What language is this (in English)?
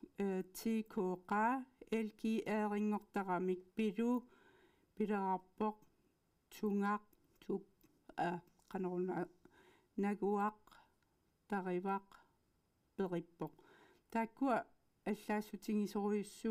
Kalaallisut